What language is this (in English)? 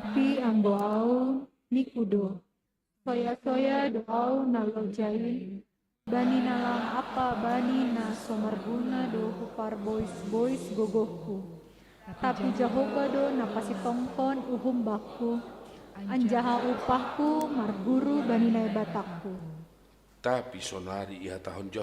Batak Simalungun